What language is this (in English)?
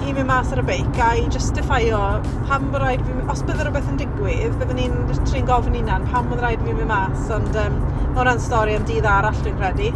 Welsh